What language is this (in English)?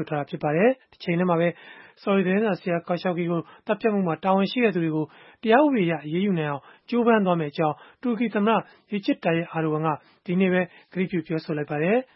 Burmese